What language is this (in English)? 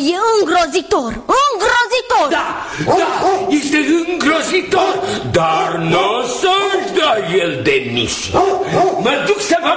Romanian